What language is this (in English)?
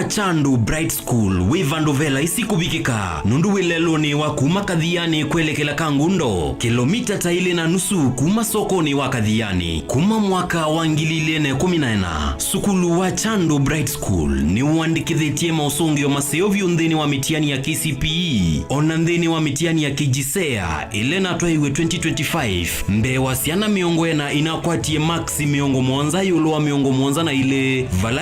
Kamba